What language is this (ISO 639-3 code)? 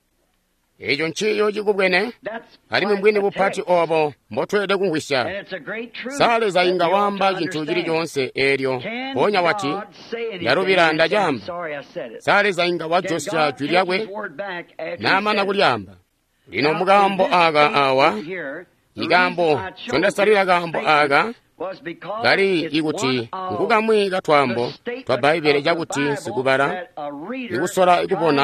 toi